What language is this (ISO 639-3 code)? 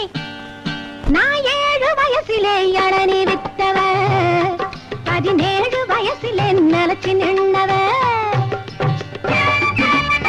tam